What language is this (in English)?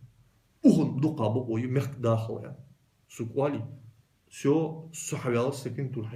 Ingush